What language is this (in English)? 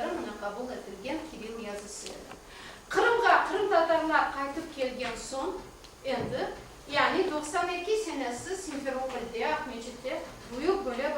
Crimean Tatar